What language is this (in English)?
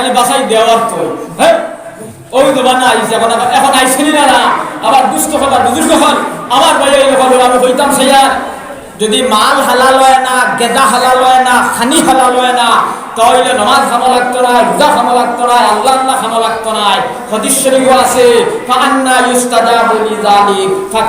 Sylheti